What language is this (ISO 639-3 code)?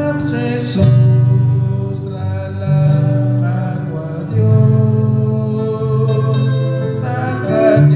kek